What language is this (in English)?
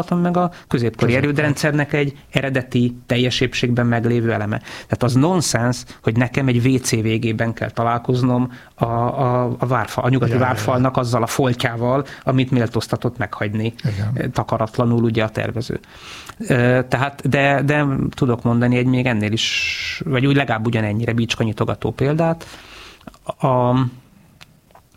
Hungarian